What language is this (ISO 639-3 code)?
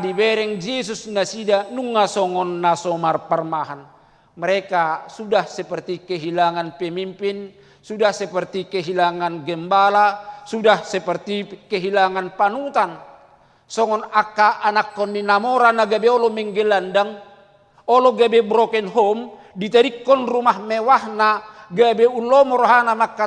bbc